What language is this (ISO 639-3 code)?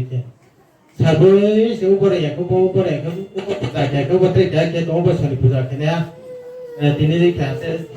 ria